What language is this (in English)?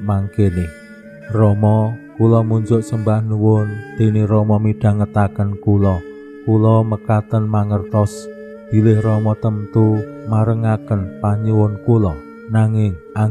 Javanese